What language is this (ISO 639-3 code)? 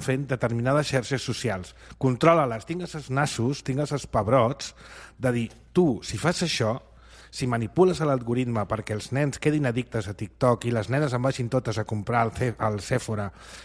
cat